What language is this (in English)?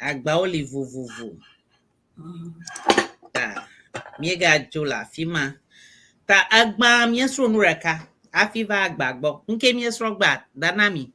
Ewe